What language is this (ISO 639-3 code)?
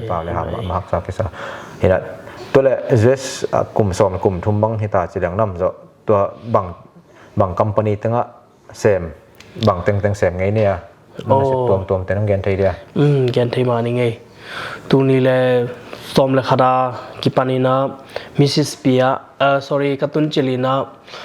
ctd